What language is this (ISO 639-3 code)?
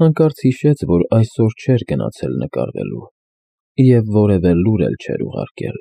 hye